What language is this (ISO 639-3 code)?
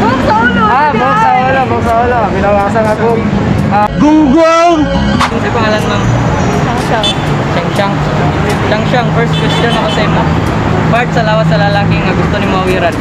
ceb